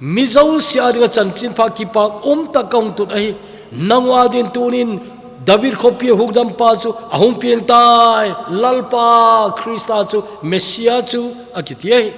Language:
Thado Chin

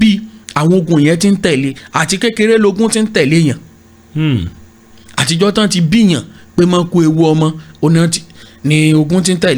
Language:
Yoruba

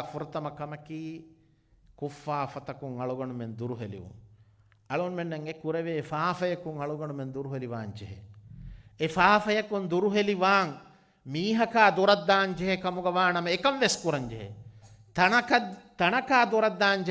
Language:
Divehi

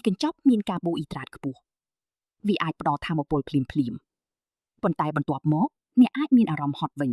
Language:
Khmer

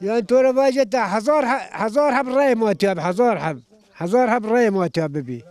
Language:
Zaza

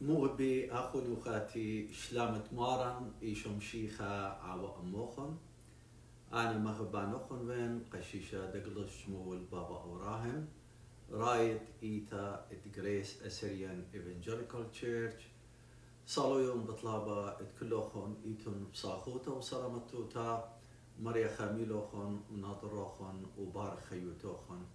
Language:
Assyrian Neo-Aramaic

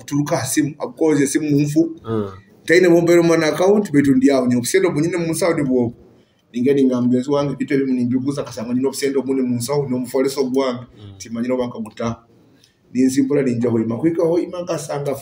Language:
Nyoro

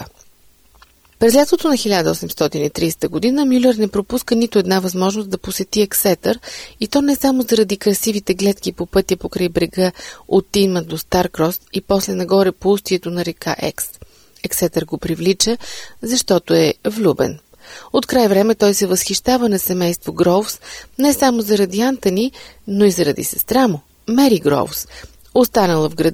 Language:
Bulgarian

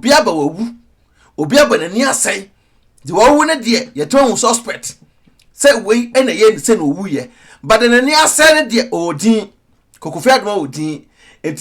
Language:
Akan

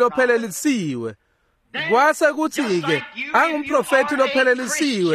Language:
Swati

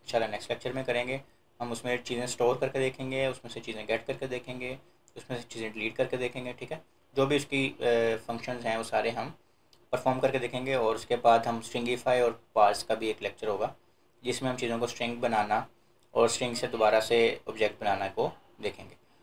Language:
Hindi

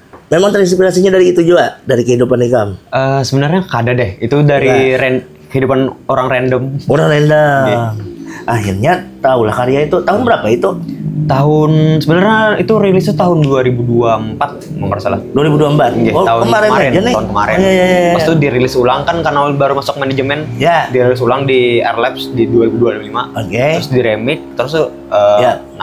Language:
Banjar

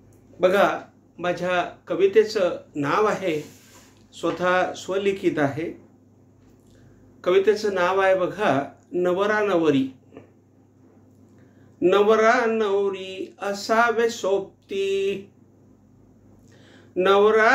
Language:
Marathi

